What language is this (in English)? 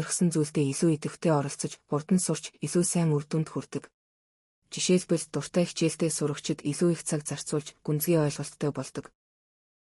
Mongolian